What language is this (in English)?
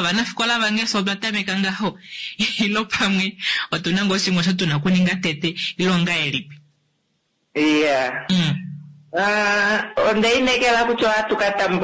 Kuanyama